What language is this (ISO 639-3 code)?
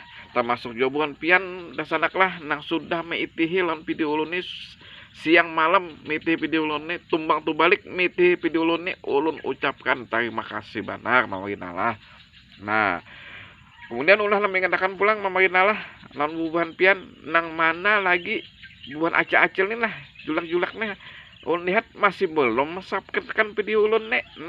bjn